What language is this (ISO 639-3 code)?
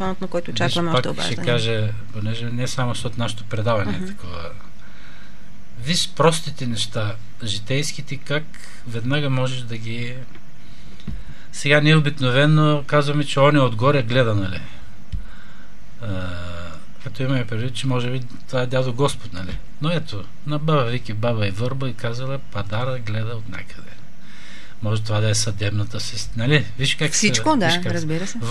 bul